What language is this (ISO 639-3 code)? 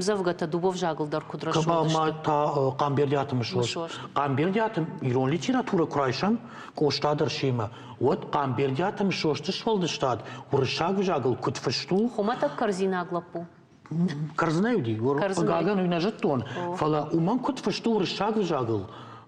oss